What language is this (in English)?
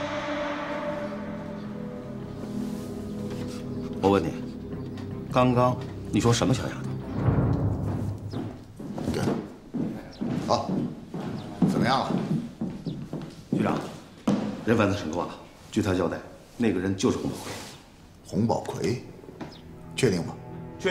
Chinese